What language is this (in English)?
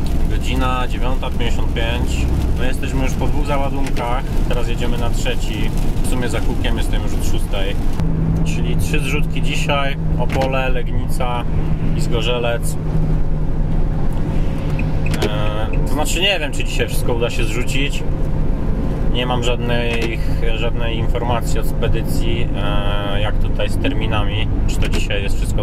Polish